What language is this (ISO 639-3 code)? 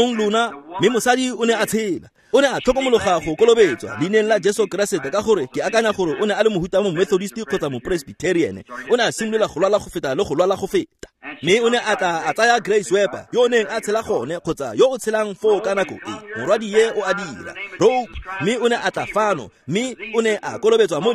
tsn